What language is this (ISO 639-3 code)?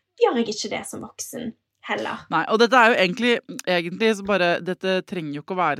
nor